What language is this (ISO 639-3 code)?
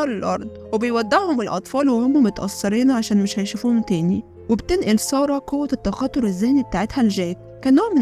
arz